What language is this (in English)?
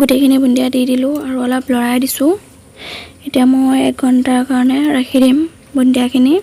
Assamese